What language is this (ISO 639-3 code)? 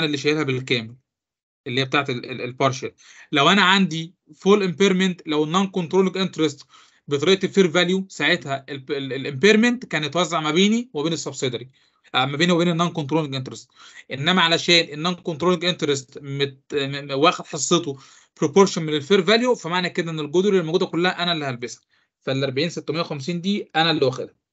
arz